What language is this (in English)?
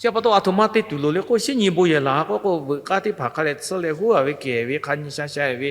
Lahu